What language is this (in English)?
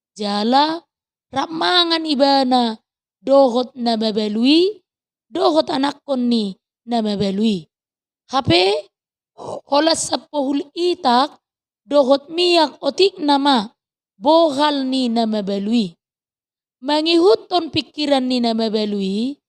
Batak Toba